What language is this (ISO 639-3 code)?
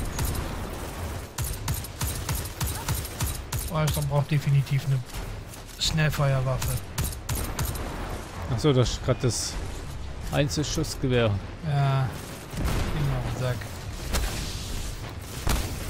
deu